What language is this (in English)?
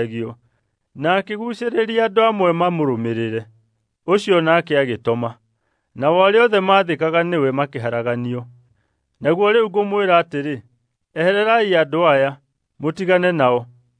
Kikuyu